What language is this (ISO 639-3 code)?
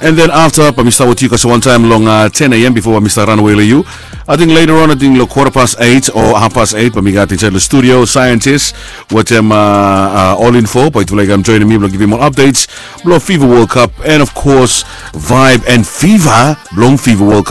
bis